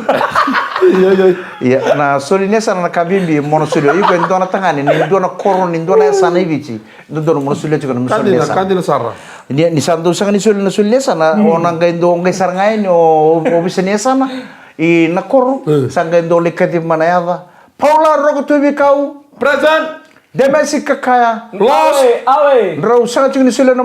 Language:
Fijian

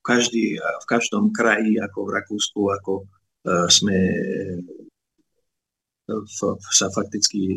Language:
Slovak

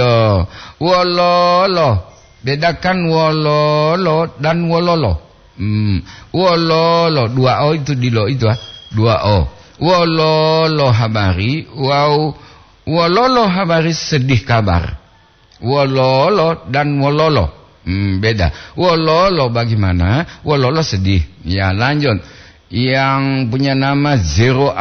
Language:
Gorontalo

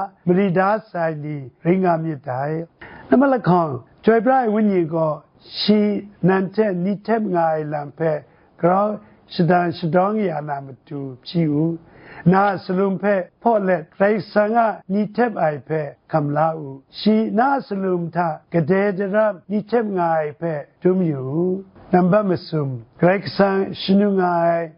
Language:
Kachin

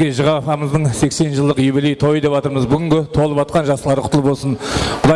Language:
Kara-Kalpak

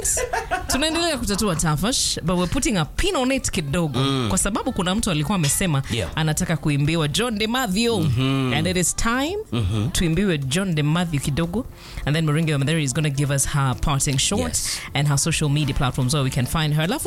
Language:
Swahili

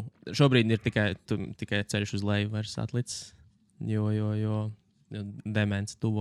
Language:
Latvian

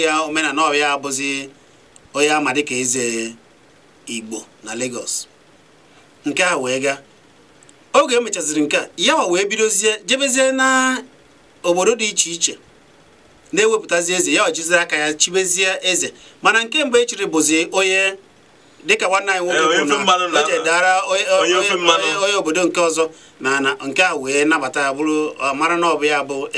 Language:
Igbo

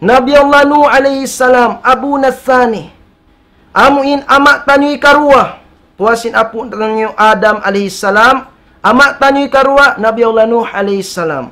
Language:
Tausug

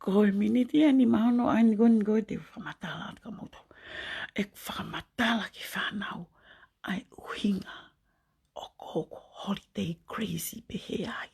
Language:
Tongan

